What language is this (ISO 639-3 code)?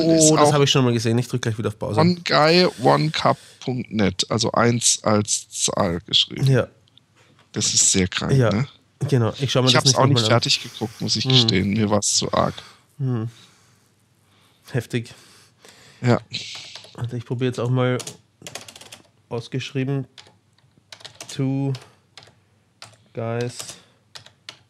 deu